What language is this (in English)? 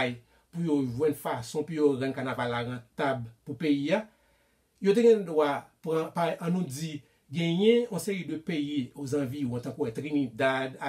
Haitian Creole